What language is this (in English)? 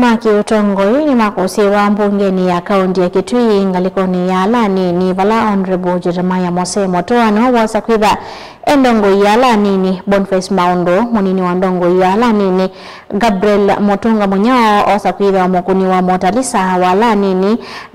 Kamba